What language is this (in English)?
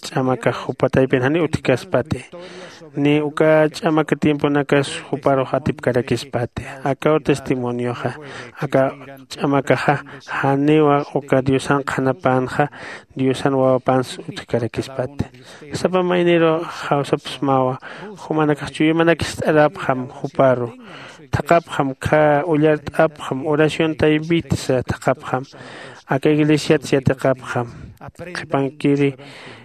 Aymara